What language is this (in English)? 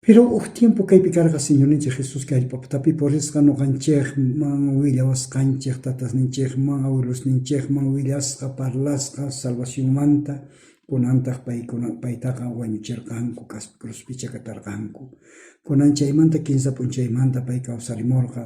South Bolivian Quechua